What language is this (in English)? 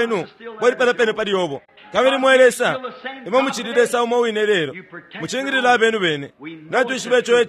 Bemba